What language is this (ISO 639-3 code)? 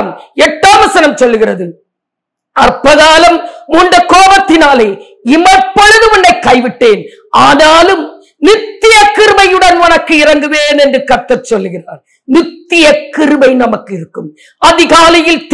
tam